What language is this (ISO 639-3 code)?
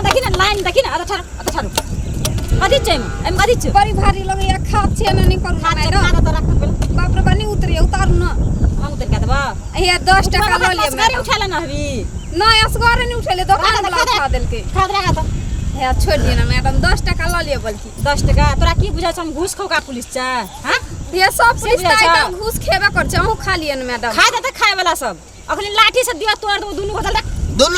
mai